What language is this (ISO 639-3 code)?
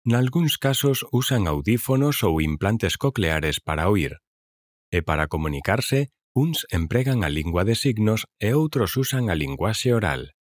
glg